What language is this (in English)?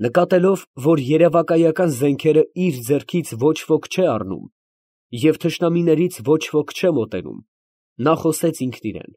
Armenian